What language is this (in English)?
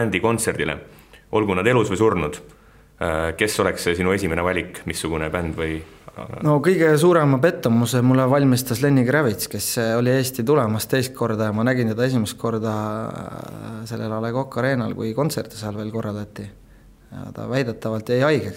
Estonian